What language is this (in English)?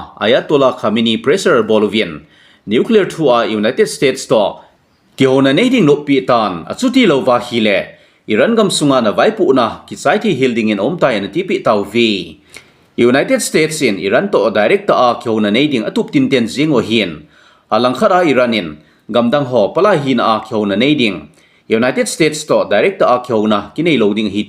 Thado Chin